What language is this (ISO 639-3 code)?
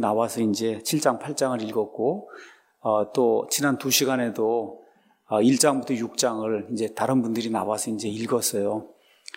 kor